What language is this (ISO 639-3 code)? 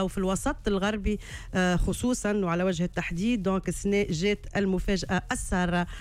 aeb